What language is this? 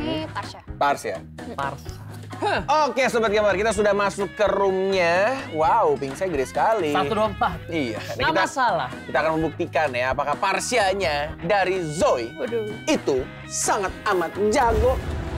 Indonesian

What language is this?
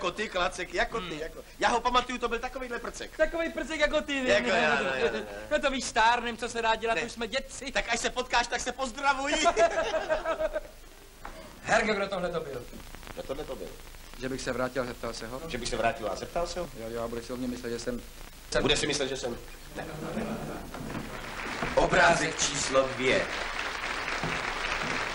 Czech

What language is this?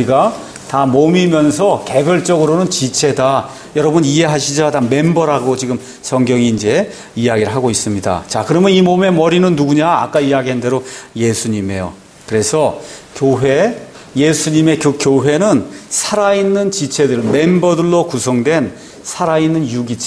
Korean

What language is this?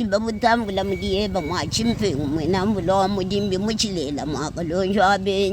Luba-Lulua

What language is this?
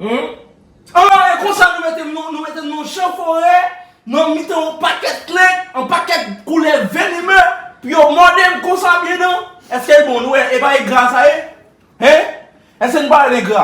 Haitian Creole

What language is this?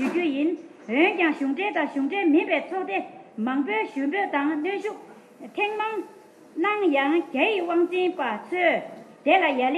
Tibetan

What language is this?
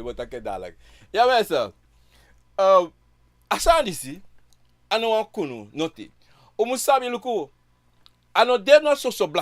Sranan Tongo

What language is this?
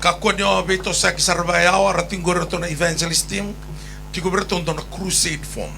Fijian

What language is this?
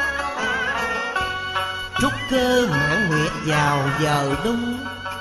Vietnamese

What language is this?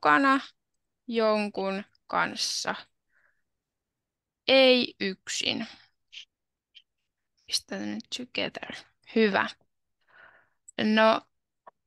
Finnish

